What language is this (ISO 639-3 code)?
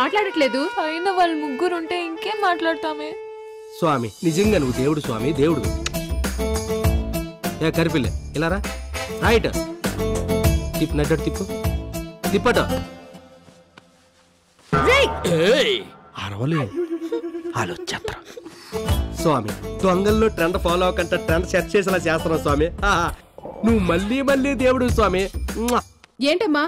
tel